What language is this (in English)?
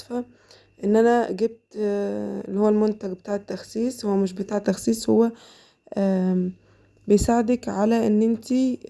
Egyptian Arabic